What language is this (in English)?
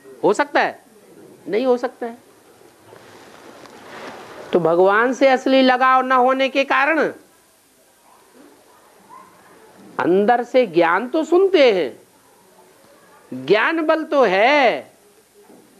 Hindi